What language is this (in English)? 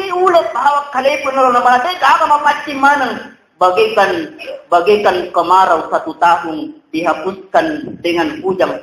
Buginese